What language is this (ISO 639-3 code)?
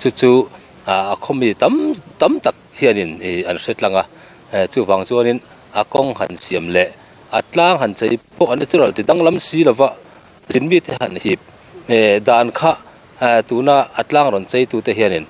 lus